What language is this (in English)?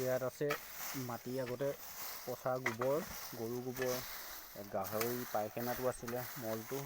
Assamese